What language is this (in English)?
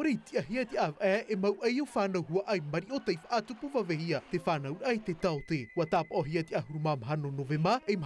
Tahitian